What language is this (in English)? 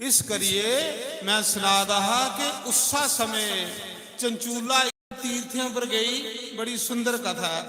Dogri